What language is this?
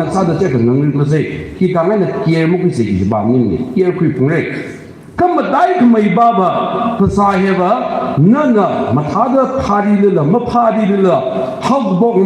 Tangkhul Naga (India)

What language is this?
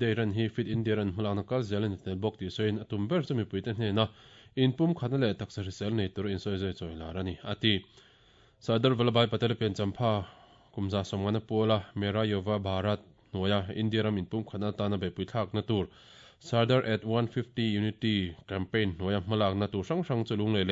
Mizo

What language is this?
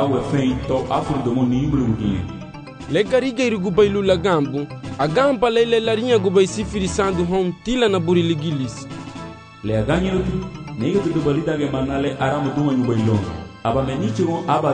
Garifuna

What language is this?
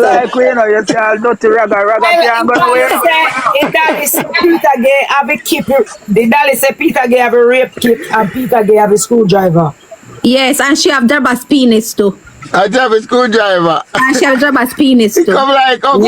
Jamaican Creole English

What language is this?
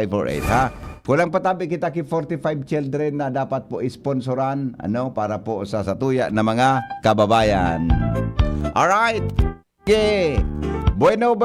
Bikol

